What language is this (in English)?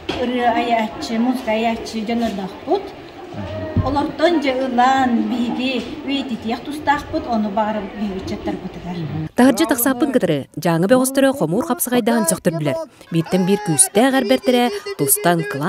Yakut